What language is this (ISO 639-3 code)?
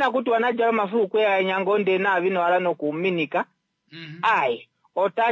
kua